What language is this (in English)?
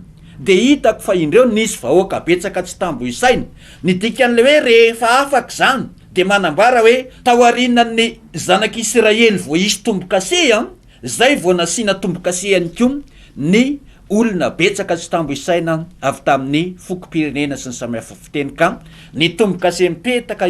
Malagasy